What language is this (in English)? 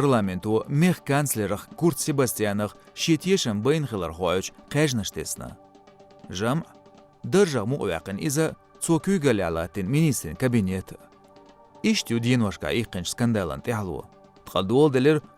Chechen